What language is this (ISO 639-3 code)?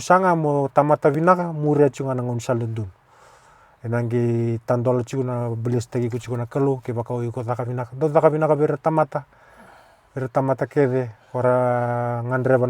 fij